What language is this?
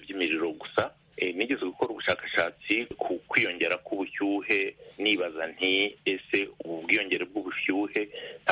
Kinyarwanda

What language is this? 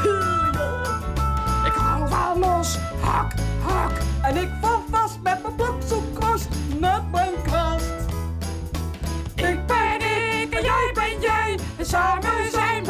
Dutch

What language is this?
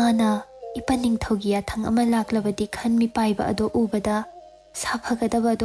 Manipuri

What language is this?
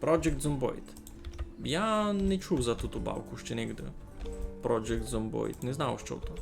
Rusyn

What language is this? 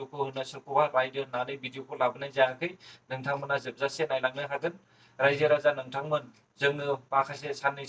Bodo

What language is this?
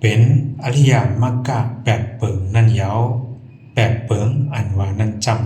Shan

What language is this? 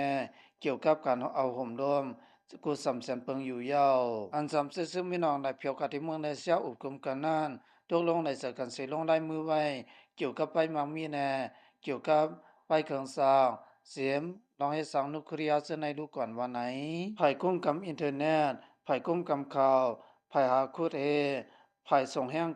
Lao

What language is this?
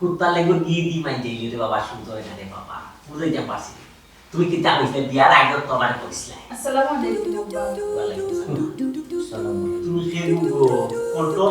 Sylheti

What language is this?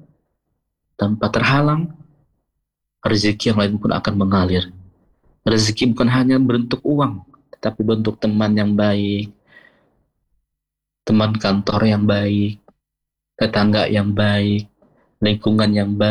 Indonesian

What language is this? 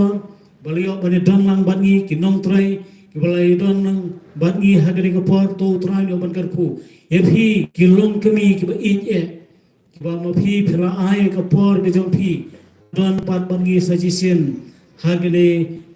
Khasi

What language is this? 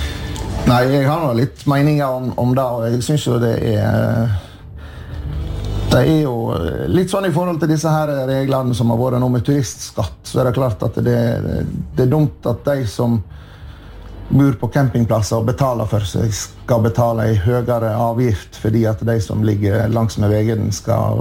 Norwegian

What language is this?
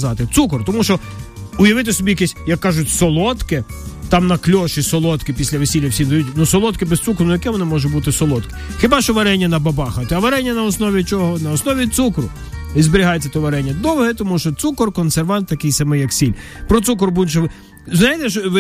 Ukrainian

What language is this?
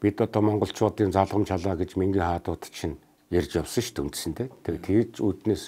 Mongolian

